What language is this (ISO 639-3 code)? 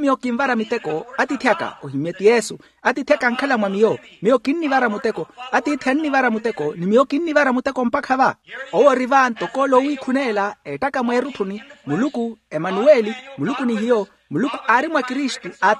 vmw